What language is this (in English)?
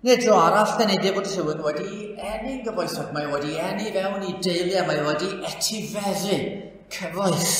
Welsh